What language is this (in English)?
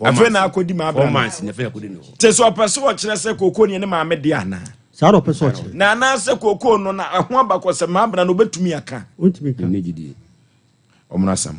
Akan